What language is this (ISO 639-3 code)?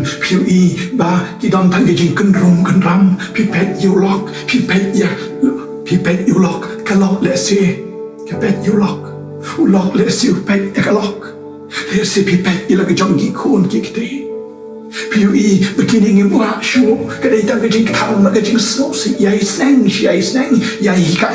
kha